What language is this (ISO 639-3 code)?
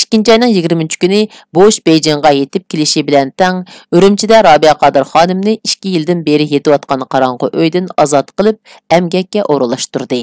uig